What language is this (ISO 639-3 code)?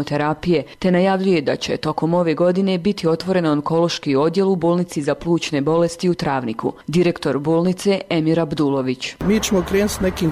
bos